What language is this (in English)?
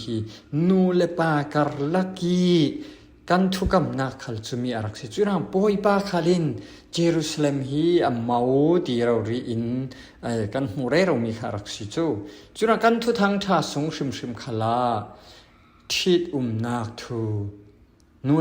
Falam Chin